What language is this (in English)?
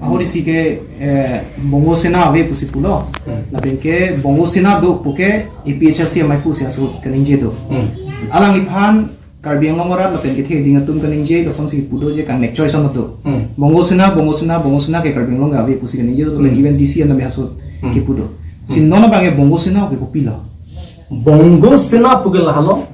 Karbi